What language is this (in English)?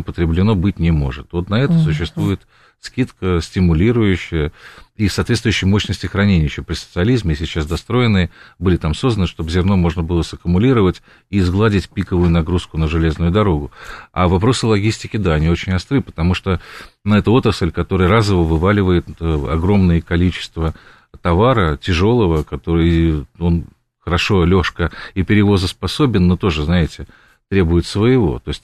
Russian